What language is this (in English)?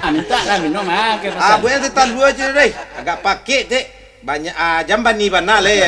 Minangkabau